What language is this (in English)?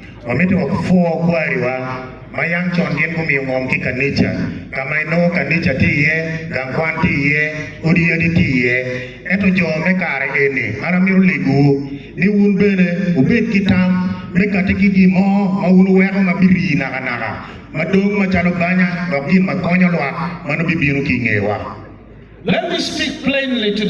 Acoli